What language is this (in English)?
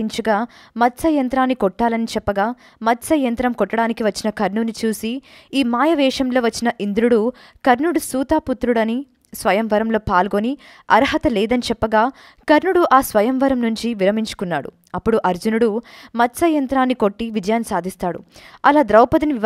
Telugu